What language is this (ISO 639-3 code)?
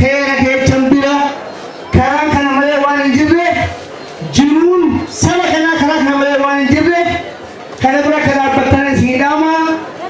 orm